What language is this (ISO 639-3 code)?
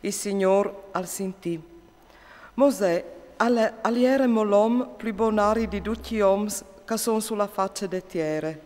fur